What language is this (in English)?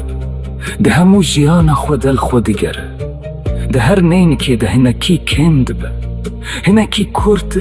Kurdish